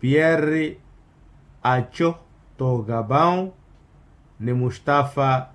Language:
Makhuwa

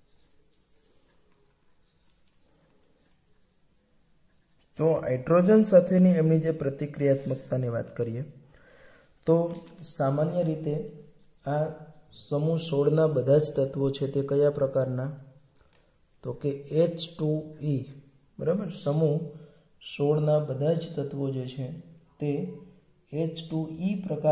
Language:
Gujarati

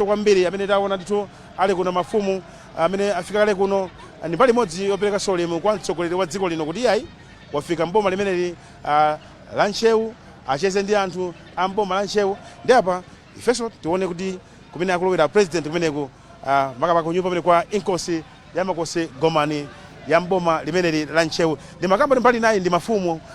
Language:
Nyanja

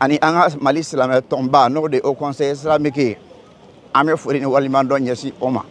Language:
Bambara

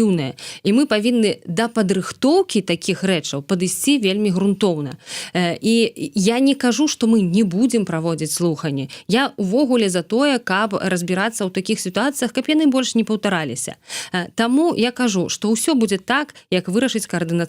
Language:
Belarusian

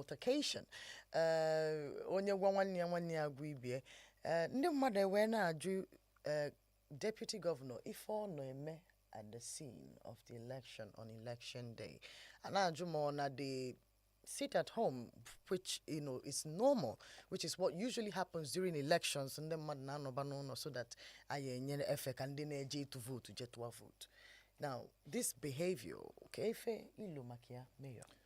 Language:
Igbo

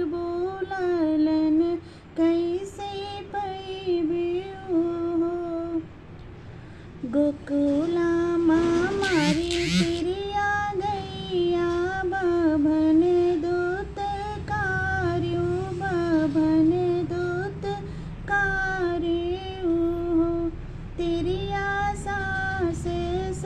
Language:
Bhojpuri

